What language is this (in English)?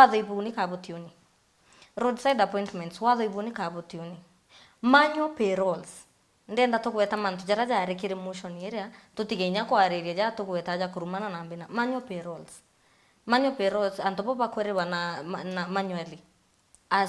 Meru